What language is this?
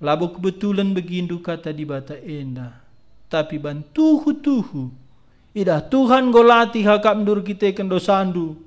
Batak Karo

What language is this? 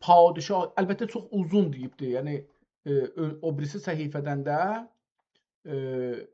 South Azerbaijani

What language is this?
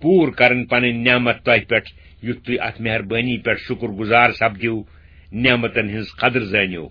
Kashmiri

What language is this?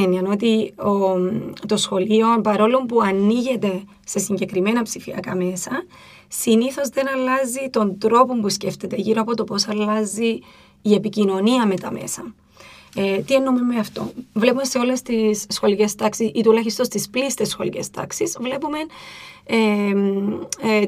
Greek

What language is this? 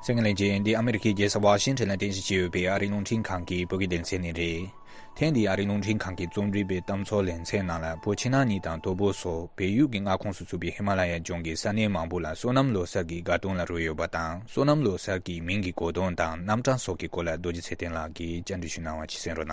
Tibetan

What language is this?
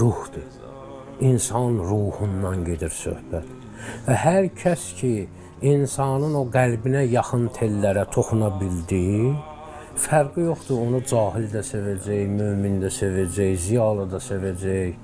Azerbaijani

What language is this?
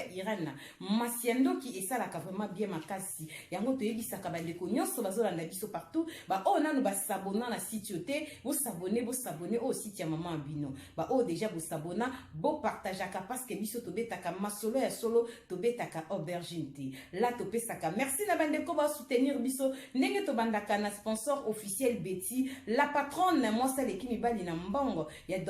Lingala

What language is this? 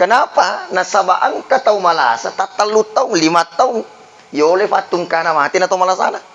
Buginese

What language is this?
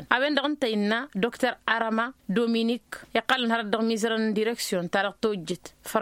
Tamasheq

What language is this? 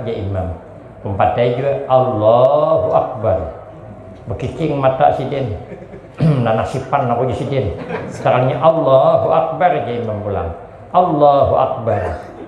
Banjar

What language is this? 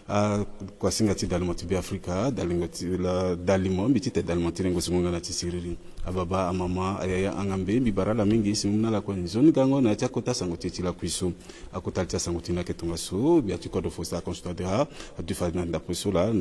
Sango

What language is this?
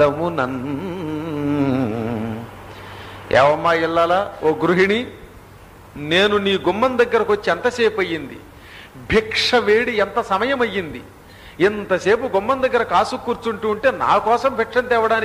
Telugu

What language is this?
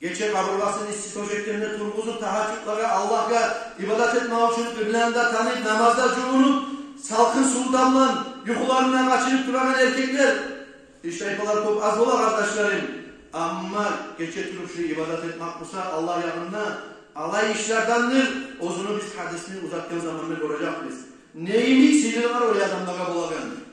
Kumyk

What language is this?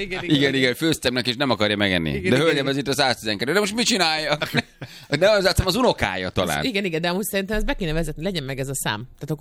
Hungarian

